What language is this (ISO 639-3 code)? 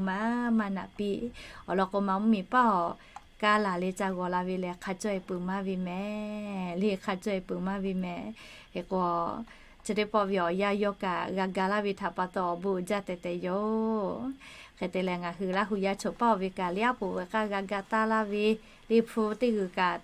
lhu